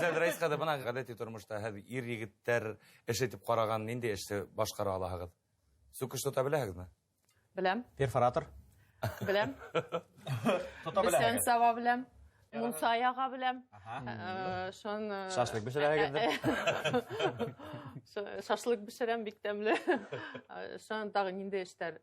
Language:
Bashkir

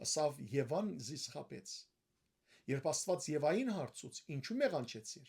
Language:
Western Armenian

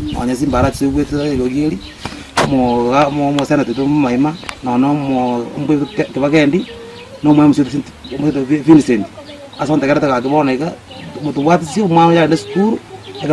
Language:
Gusii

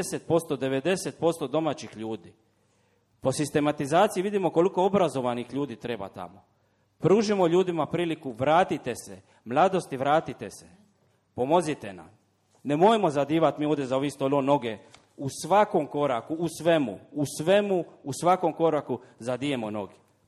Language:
Croatian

